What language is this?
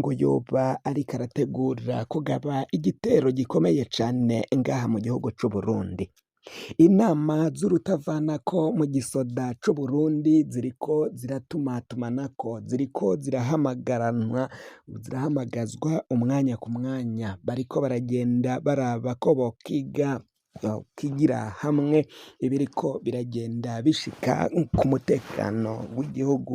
Rundi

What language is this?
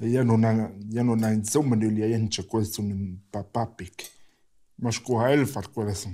Romansh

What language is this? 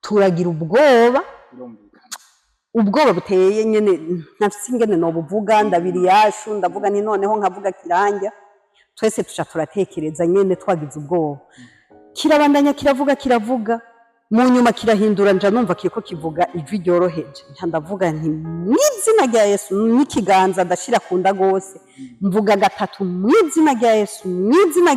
Rundi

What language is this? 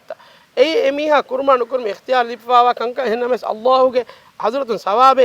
Divehi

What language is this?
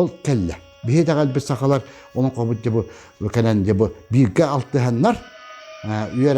Yakut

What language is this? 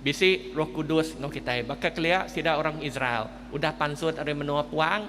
Iban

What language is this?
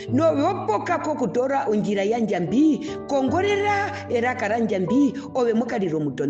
Herero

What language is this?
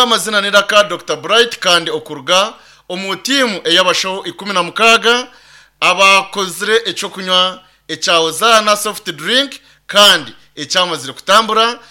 Nyankole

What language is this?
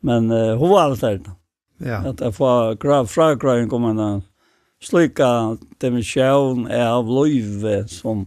Faroese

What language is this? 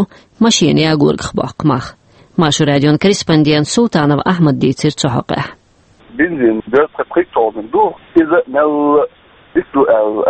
Chechen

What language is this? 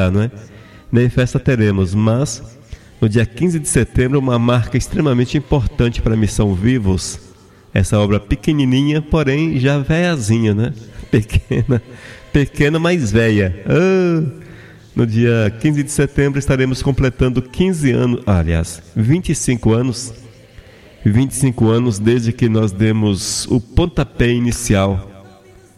Portuguese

